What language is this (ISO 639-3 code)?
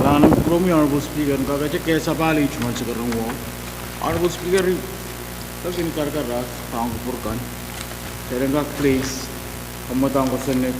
pon